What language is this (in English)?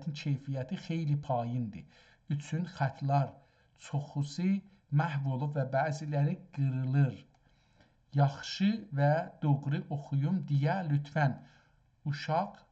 South Azerbaijani